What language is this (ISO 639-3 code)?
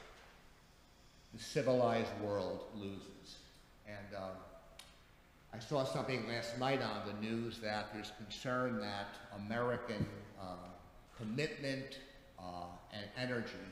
eng